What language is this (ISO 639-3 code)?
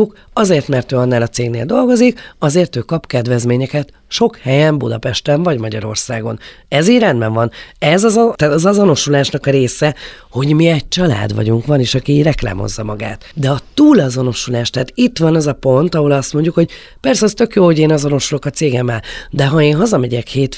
hun